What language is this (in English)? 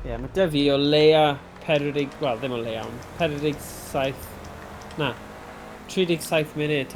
Welsh